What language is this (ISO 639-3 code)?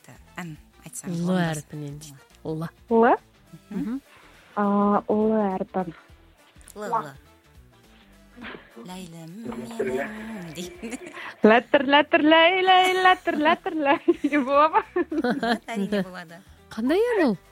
kaz